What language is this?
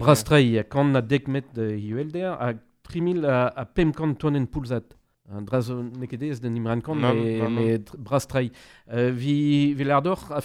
Breton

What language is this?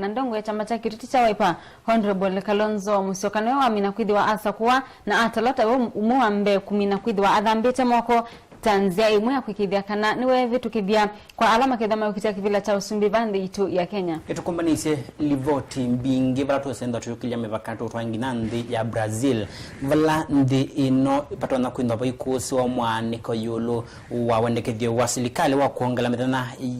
Kamba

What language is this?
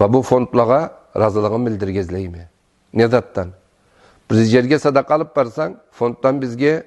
Karachay-Balkar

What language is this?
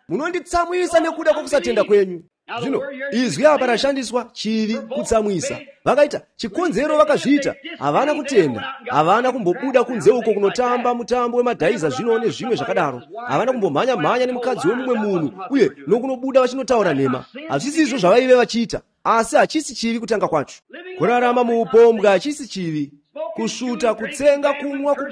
Shona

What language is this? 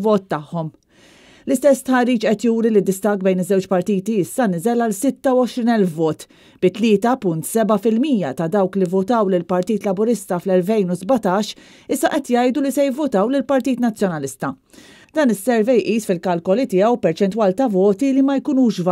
Maltese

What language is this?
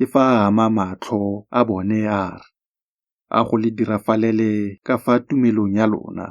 Tswana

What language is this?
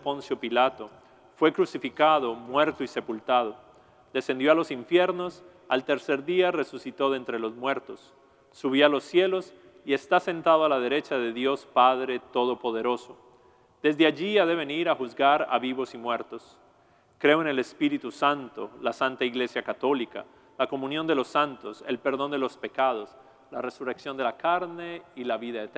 Spanish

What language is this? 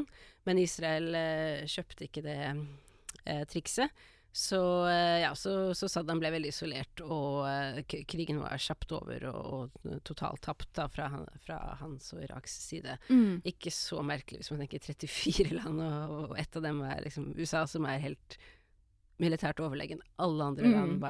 Norwegian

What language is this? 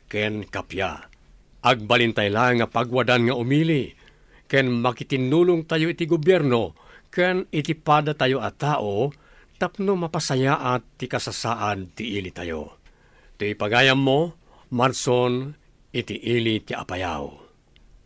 Iloko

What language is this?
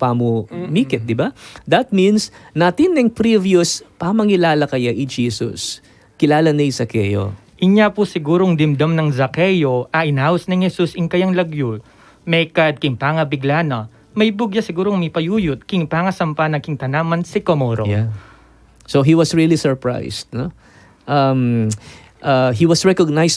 Pampanga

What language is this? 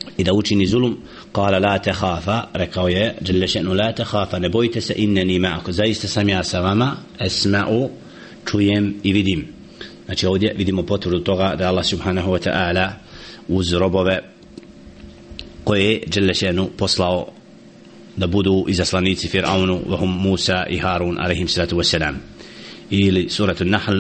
Bosnian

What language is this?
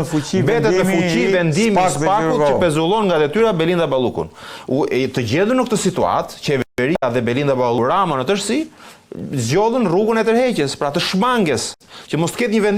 Albanian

